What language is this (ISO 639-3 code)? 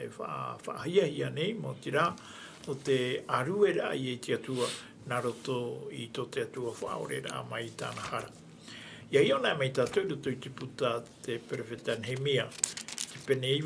tah